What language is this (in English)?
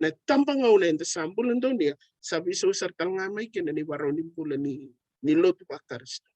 Fijian